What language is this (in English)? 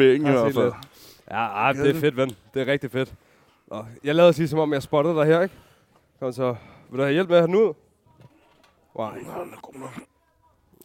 Danish